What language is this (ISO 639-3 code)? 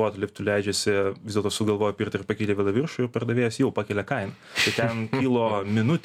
lit